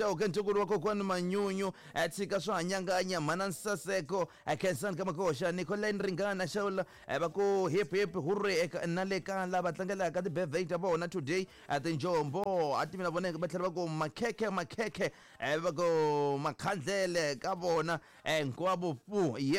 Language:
Tsonga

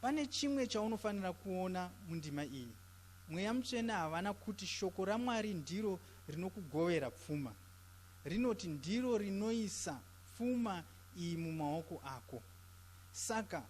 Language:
Shona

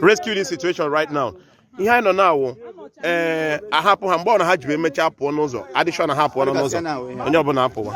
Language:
Igbo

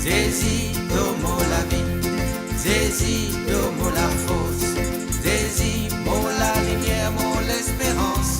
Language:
Morisyen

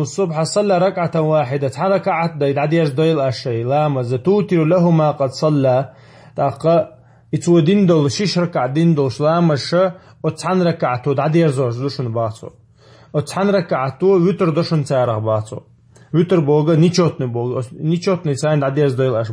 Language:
Chechen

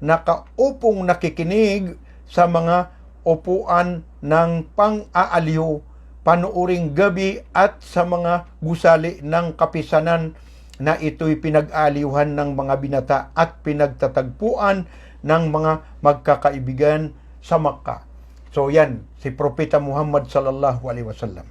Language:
Maranao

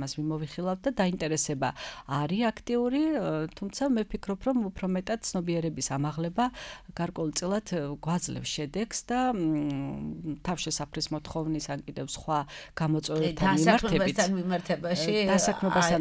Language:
Georgian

